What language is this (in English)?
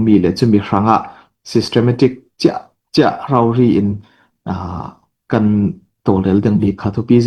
Falam Chin